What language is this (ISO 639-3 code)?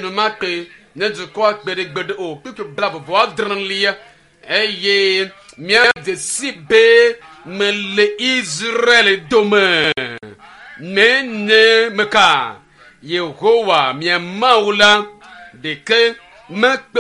ewe